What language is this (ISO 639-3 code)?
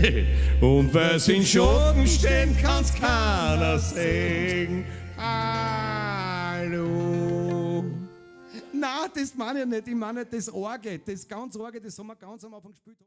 bar